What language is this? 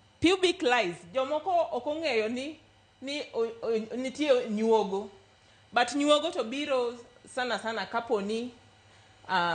Luo (Kenya and Tanzania)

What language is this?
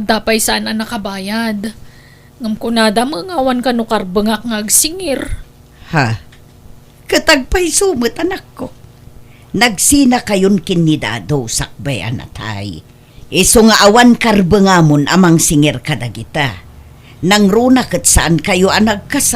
Iloko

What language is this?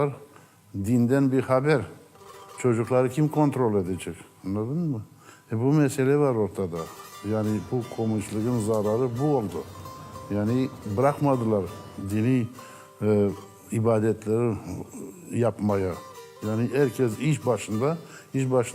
Crimean Tatar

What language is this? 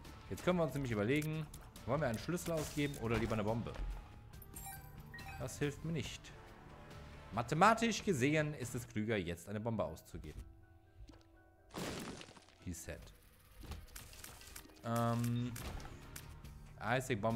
German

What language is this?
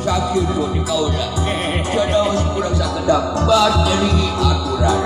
Sundanese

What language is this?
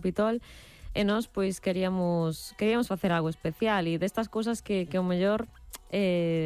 Galician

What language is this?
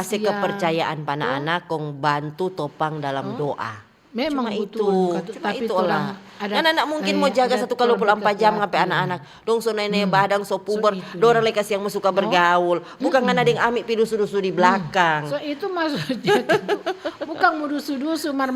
Manado Malay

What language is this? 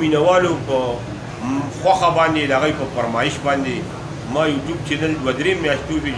Pashto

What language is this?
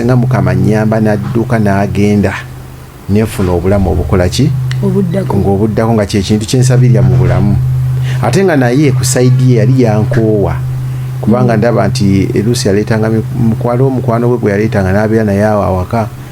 Ganda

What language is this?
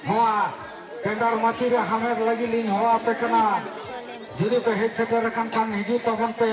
Santali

